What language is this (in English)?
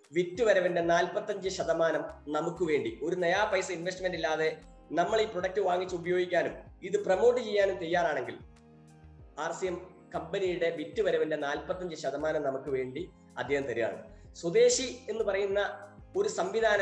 Malayalam